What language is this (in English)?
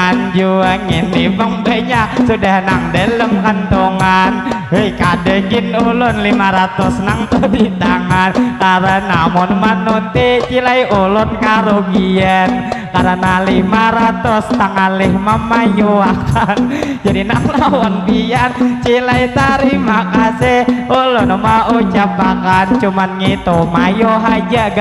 Banjar